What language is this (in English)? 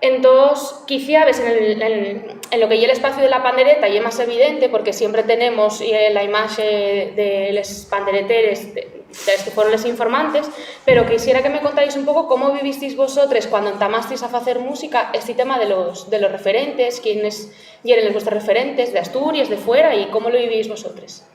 Asturian